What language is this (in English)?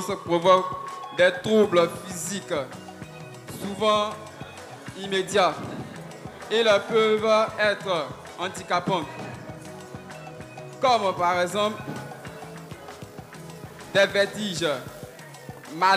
French